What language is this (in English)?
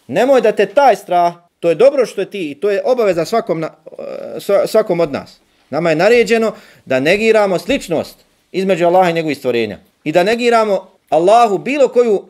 Bosnian